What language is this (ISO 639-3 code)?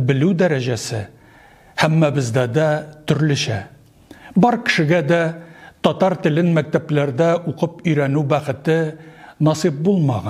tat